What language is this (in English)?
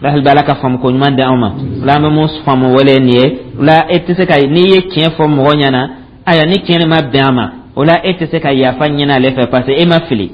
Dyula